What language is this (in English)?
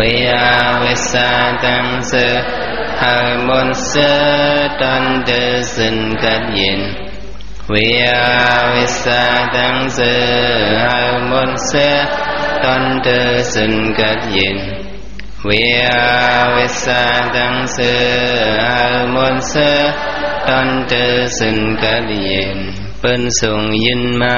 Shan